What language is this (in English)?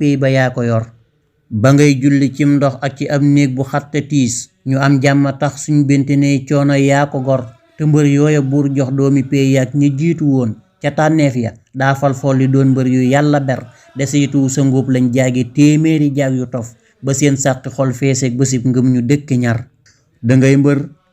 Wolof